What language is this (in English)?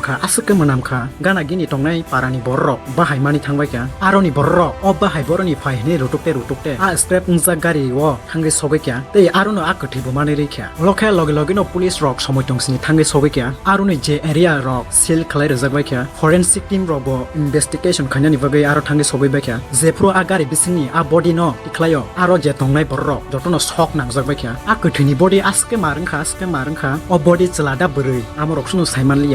Kok Borok